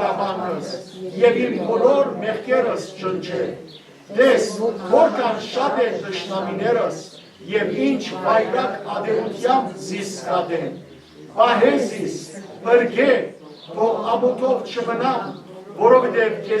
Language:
Western Armenian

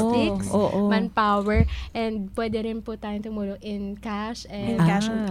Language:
Filipino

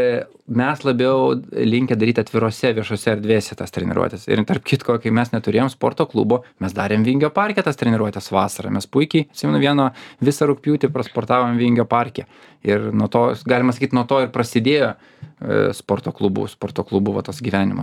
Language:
Lithuanian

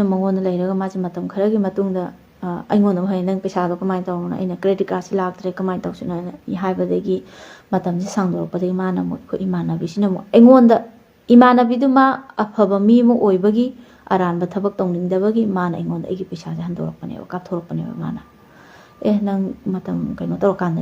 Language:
Manipuri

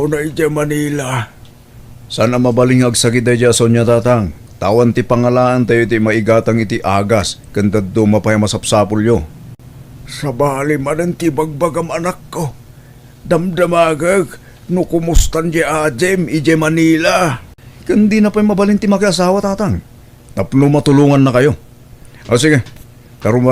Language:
Iloko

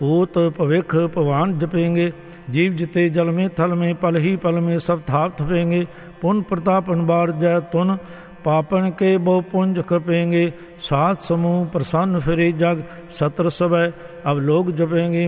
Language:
Punjabi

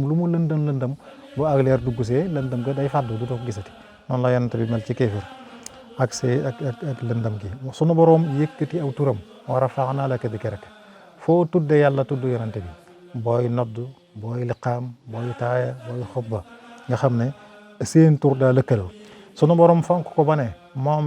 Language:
Wolof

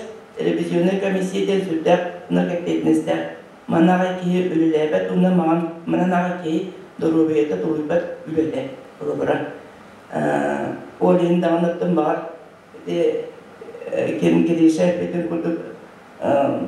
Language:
Yakut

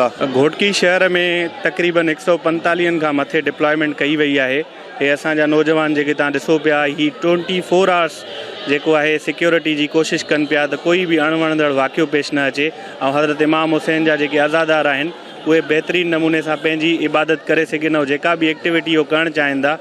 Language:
Sindhi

